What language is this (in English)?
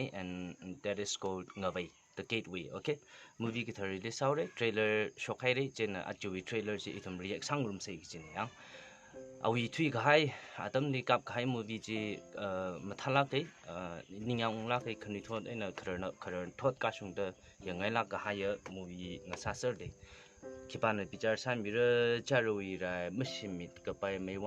Tangkhul Naga (India)